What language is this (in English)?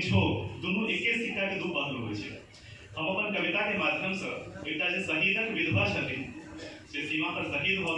Maithili